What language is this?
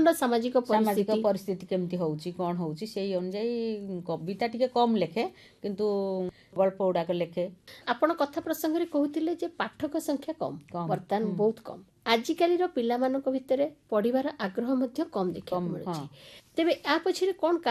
Odia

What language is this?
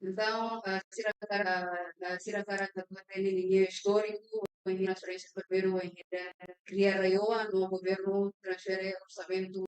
Tetum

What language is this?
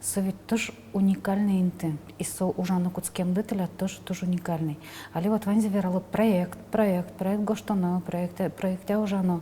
Udmurt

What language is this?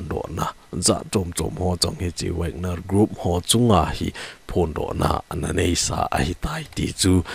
Thado Chin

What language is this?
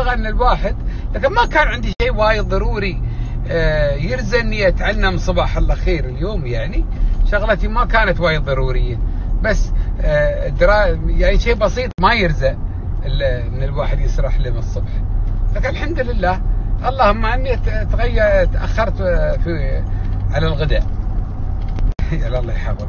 Gulf Arabic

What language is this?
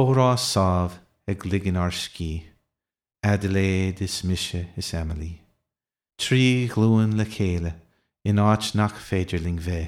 Irish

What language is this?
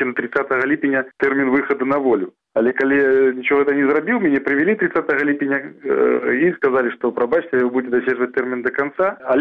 Belarusian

